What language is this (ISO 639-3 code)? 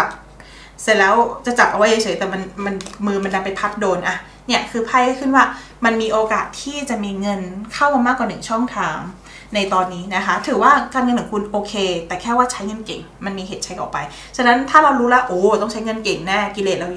tha